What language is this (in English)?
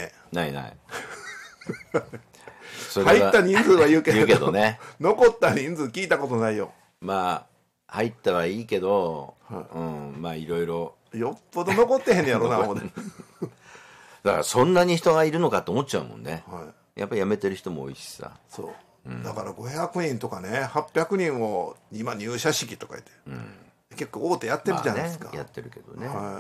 Japanese